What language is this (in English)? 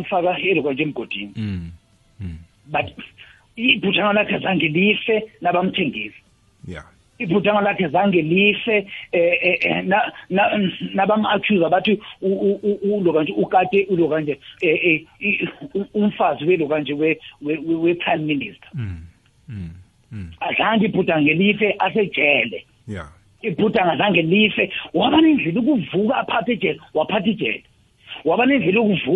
South Ndebele